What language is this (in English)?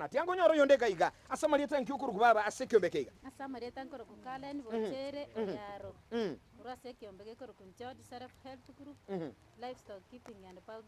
Gusii